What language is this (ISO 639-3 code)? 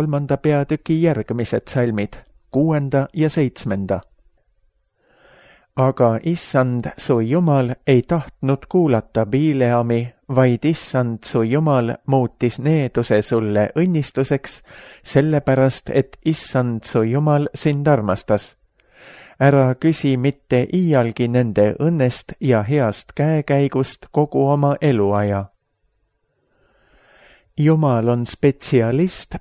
est